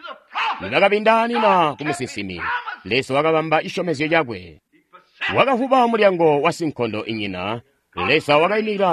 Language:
Tonga (Zambia)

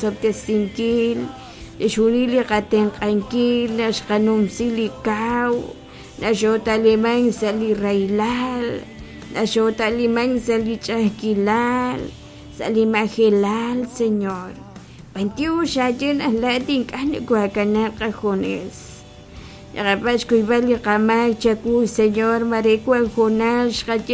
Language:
Kekchí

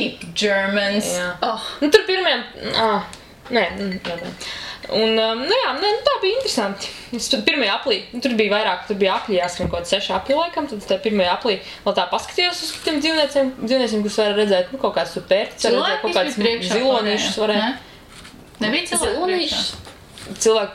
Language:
Latvian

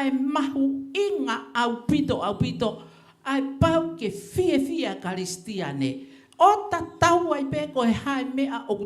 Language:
Tongan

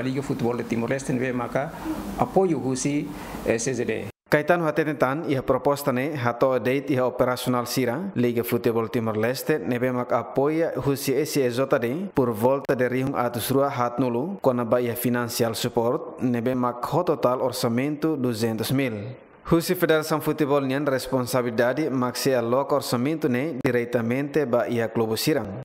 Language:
Tetum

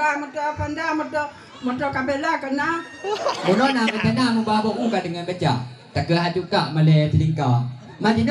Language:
Achinese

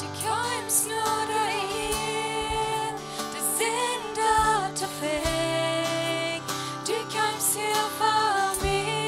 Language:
Plautdietsch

